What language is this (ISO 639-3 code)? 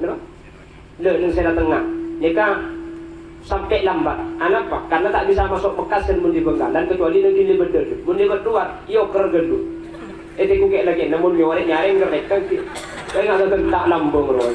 mad